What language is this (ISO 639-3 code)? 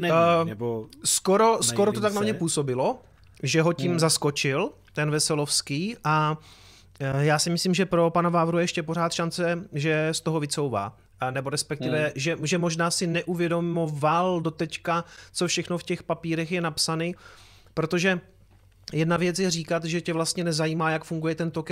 ces